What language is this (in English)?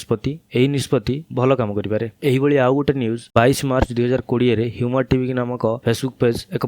Odia